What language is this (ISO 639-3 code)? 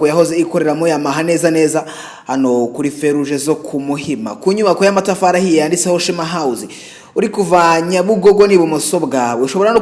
kin